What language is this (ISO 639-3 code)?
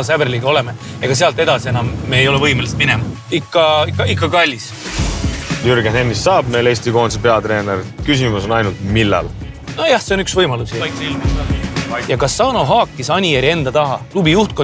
est